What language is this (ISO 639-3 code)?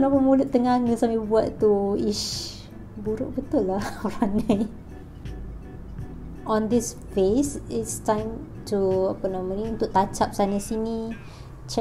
msa